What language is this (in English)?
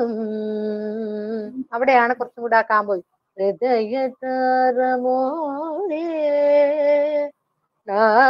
Malayalam